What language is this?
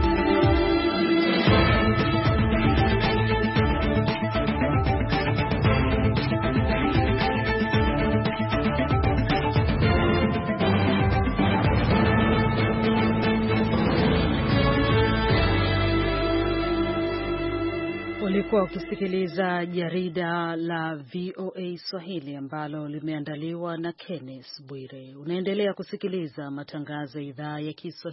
Swahili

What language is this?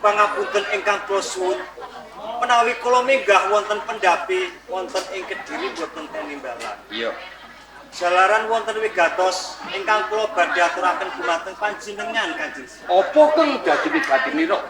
Javanese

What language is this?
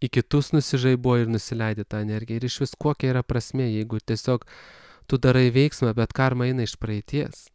Lithuanian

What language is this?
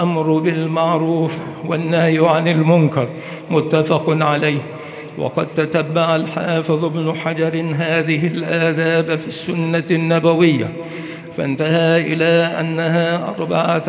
Arabic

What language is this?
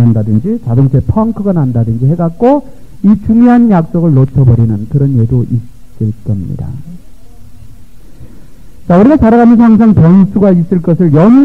Korean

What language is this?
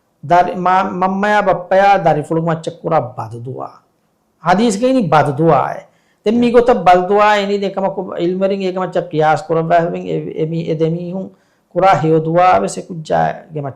Divehi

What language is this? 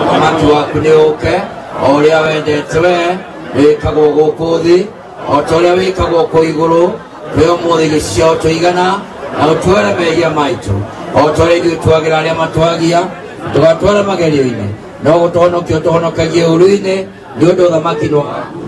Kikuyu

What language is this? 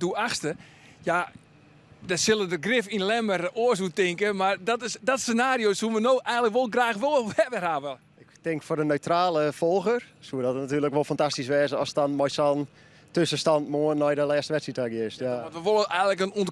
Western Frisian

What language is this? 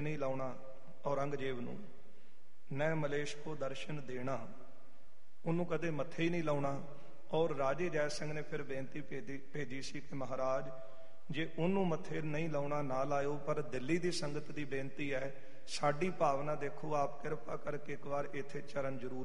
Punjabi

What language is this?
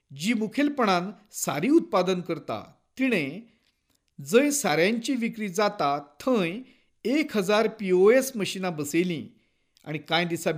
Konkani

